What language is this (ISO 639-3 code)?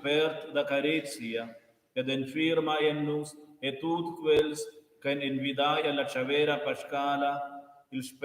roh